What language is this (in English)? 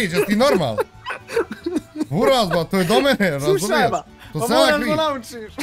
Bosnian